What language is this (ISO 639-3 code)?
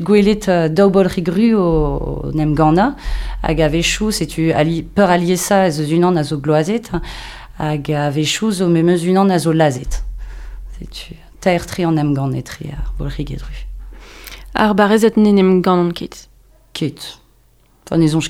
bre